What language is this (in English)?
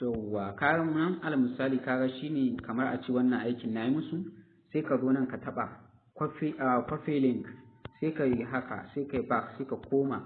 Hausa